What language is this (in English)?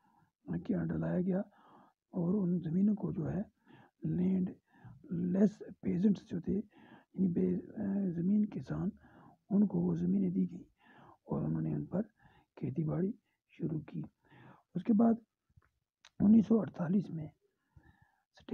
Urdu